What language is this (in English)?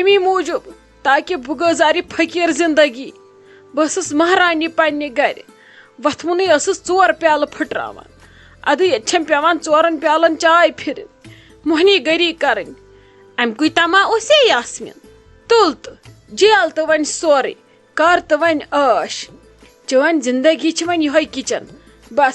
Kashmiri